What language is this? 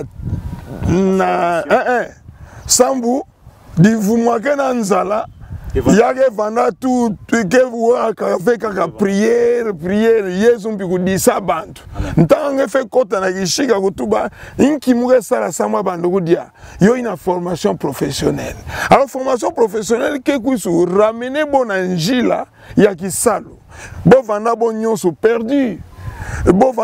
Kituba (Democratic Republic of Congo)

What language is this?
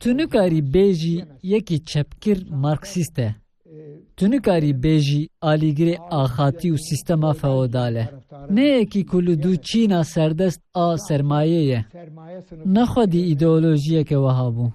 Kurdish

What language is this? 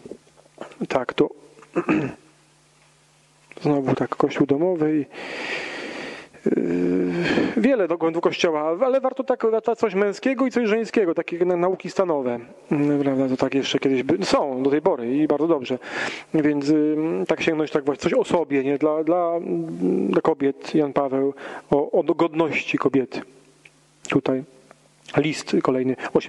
Polish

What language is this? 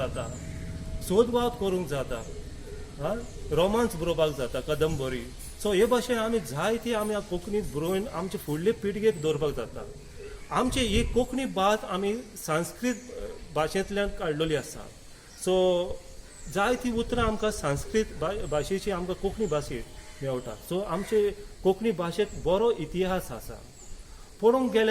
Konkani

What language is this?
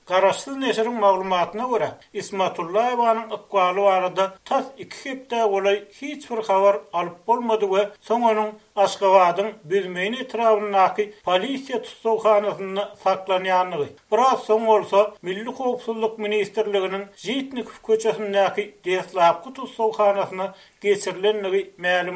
Turkmen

